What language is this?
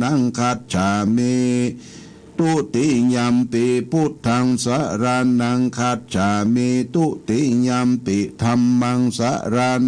Pali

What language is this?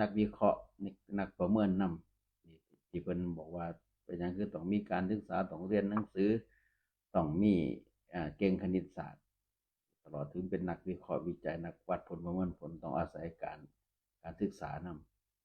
Northeastern Thai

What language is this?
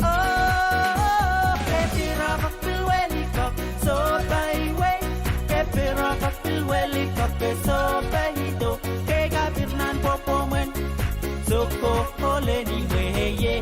Pohnpeian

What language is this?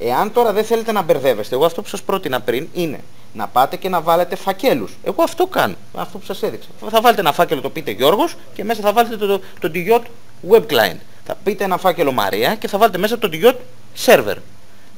Greek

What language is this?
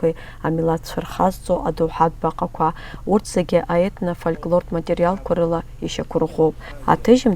Abkhazian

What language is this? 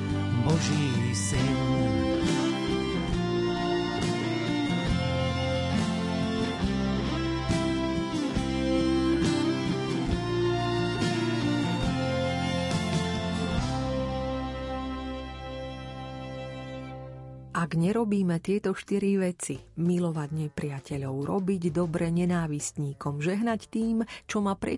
Slovak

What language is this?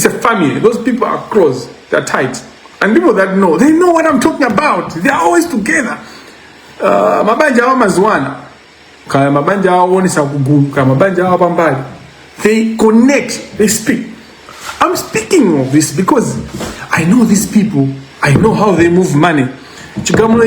Nyanja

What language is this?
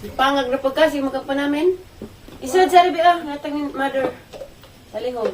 Cebuano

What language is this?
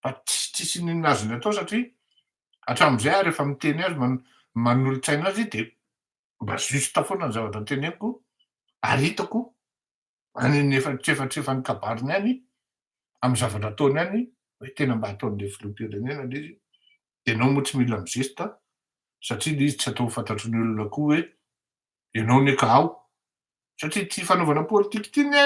Malagasy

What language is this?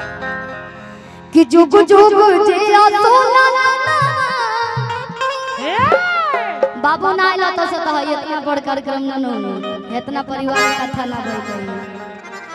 Bhojpuri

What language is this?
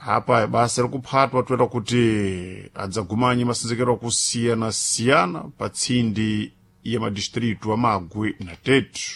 Sena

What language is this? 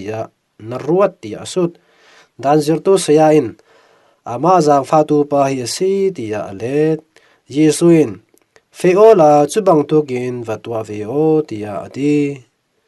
Falam Chin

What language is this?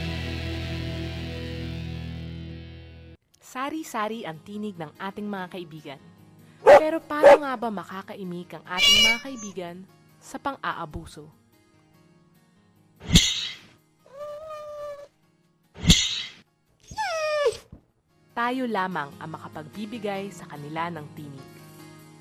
Filipino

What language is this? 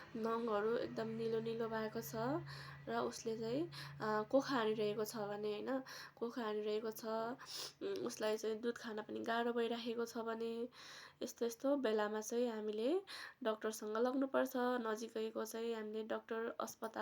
Nepali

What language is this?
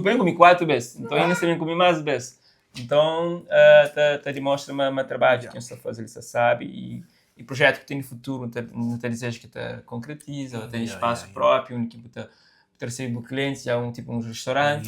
Kabuverdianu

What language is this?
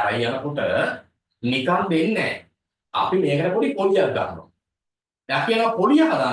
Sinhala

